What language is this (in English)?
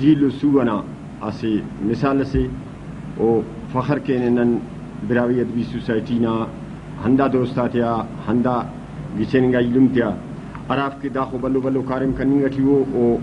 Brahui